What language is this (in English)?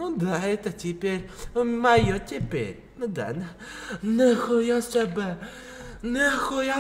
Russian